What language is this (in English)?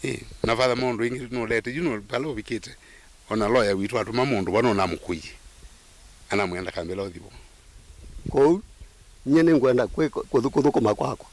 Kamba